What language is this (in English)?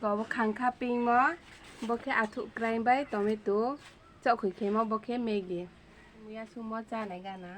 Riang (India)